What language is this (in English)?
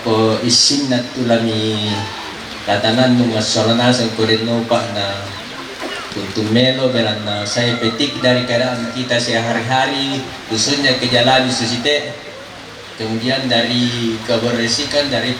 Toraja-Sa'dan